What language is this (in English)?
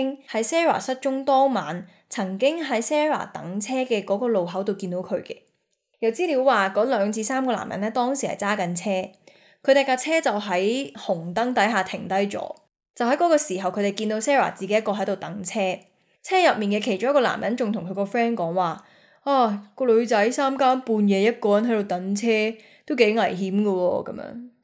Cantonese